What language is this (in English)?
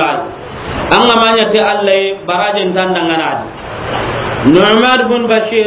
Soninke